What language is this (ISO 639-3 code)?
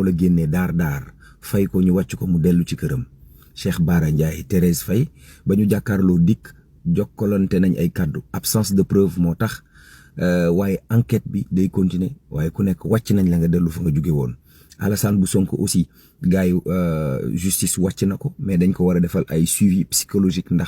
wol